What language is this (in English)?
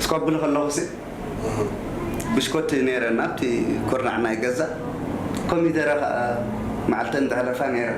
Tigrinya